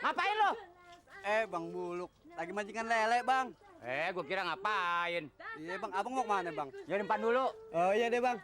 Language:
Betawi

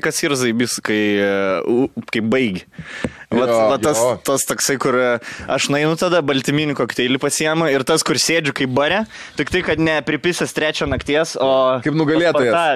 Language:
Lithuanian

